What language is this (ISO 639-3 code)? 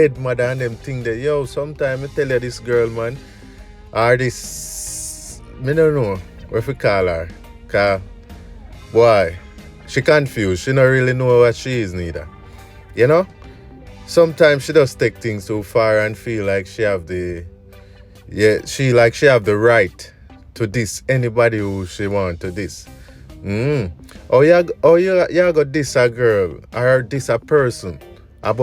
jam